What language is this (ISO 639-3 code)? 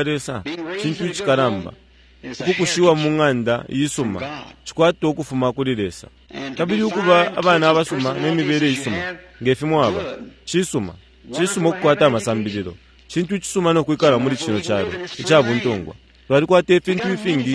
bem